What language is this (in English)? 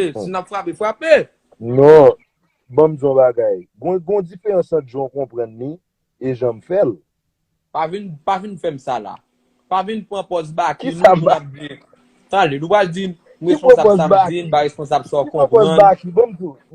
Haitian Creole